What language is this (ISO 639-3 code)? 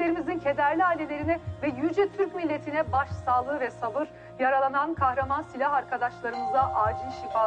tur